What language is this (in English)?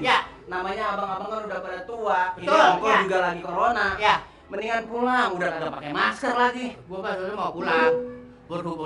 Betawi